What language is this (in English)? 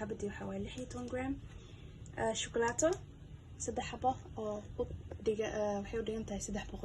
Somali